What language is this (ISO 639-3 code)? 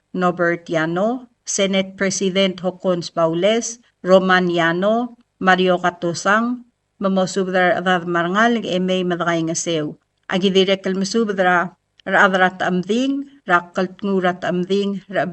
pau